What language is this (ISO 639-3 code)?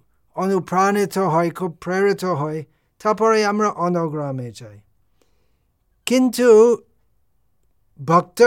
ben